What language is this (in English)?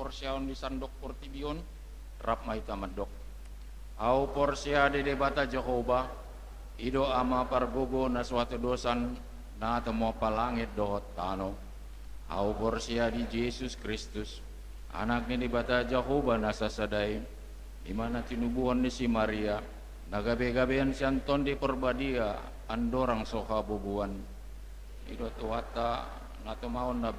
Batak Toba